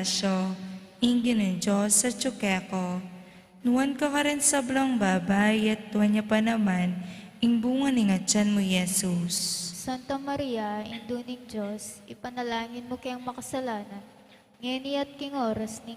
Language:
Pampanga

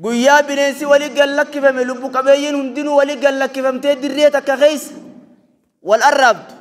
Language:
Oromo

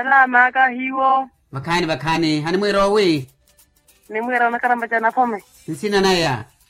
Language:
Makhuwa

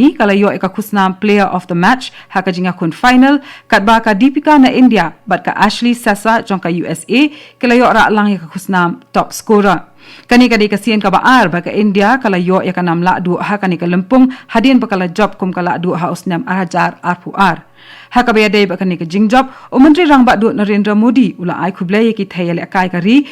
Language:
Khasi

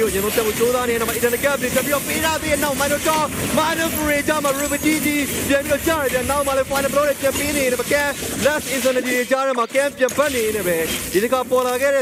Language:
Burmese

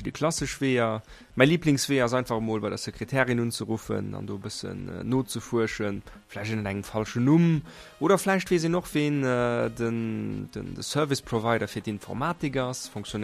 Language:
Luxembourgish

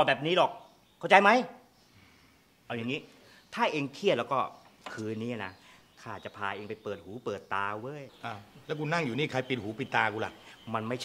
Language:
Thai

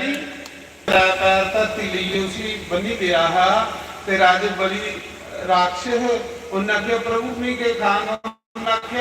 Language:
Dogri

